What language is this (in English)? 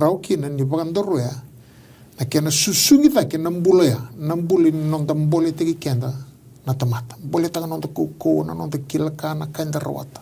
Fijian